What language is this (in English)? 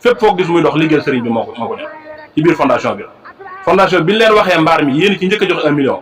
Wolof